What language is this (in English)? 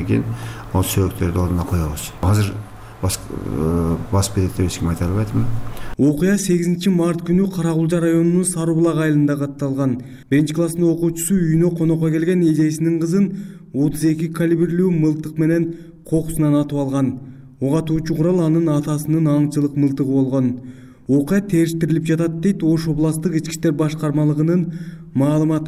Kyrgyz